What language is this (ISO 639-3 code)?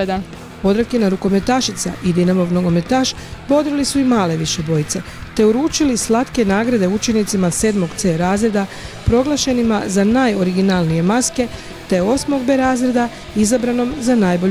hrv